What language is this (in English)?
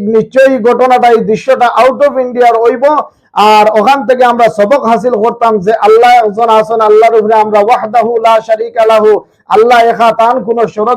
Sylheti